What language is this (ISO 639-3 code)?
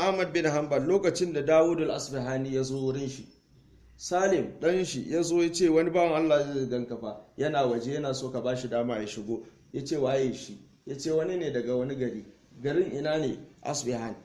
hau